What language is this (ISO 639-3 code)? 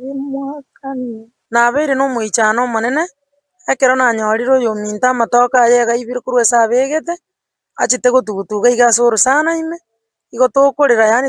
guz